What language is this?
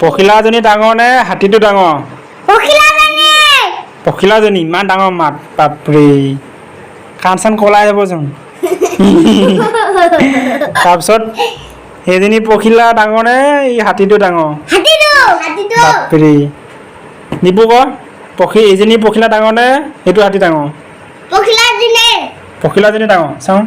Assamese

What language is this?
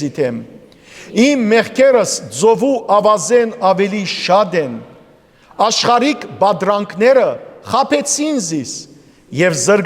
Western Armenian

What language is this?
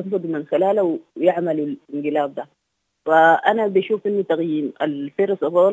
Sudanese Arabic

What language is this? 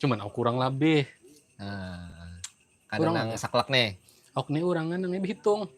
Banjar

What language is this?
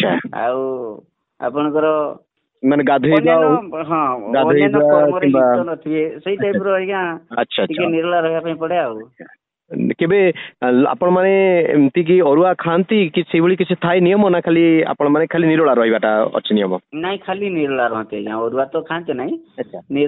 Odia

